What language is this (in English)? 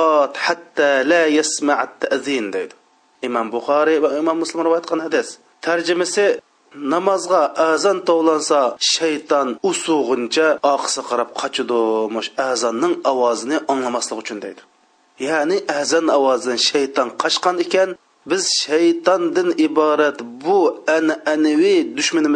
Uyghur